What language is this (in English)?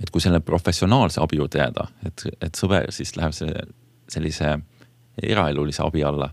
Estonian